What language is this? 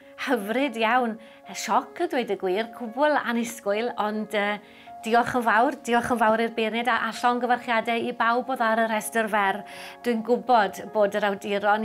Welsh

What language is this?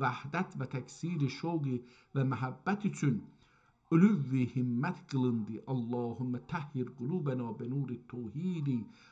South Azerbaijani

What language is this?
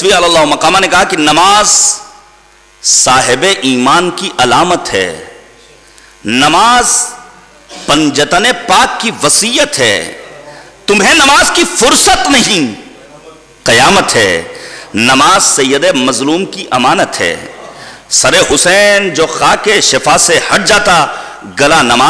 Urdu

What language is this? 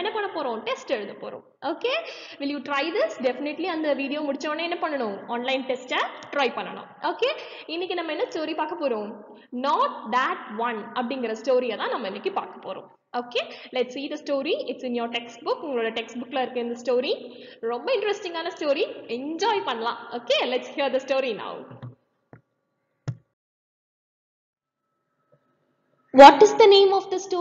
Tamil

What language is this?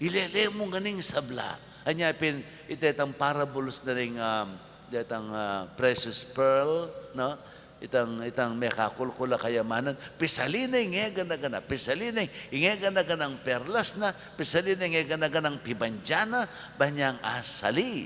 Pampanga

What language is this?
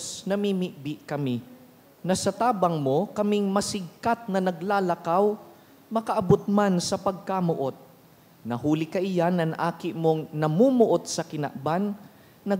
Bikol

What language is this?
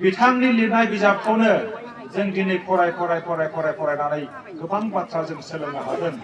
Bodo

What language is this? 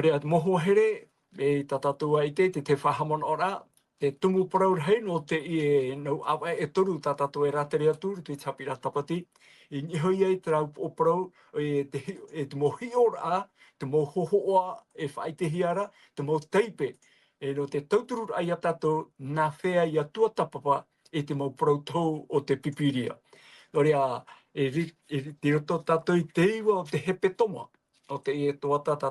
Tahitian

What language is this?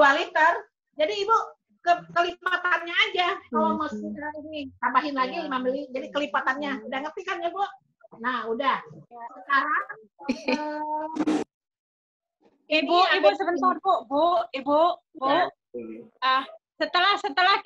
Indonesian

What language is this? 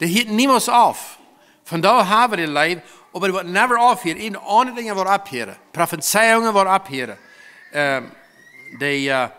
Plautdietsch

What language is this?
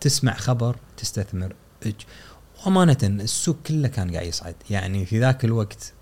Gulf Arabic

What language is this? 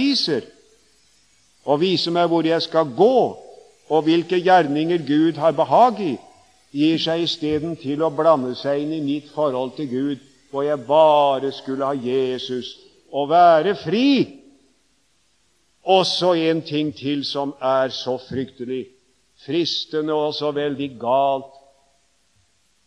Norwegian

